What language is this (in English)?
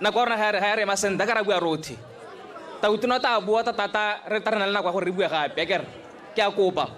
Tswana